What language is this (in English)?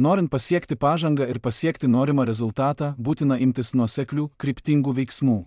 Lithuanian